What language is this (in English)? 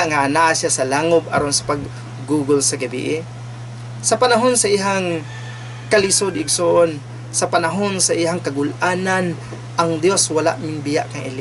Cebuano